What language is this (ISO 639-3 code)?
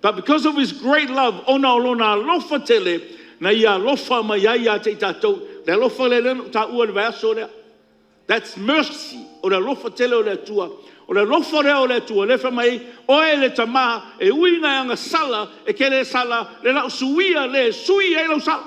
smo